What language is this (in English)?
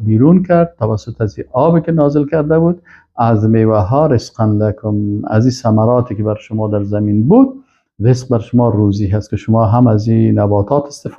Persian